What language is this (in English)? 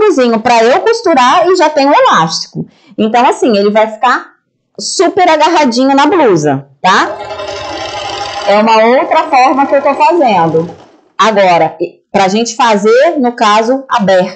Portuguese